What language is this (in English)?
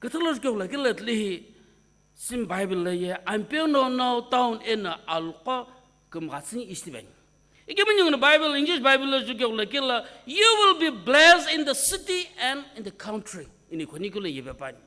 Sumi Naga